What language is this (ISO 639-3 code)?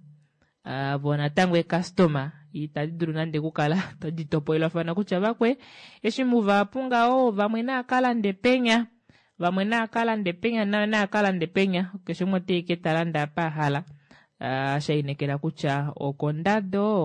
kua